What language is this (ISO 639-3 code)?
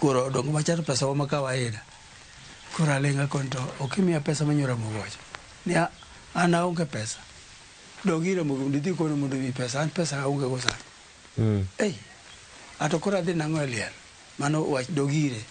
luo